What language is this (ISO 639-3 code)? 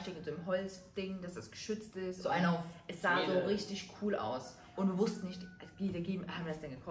deu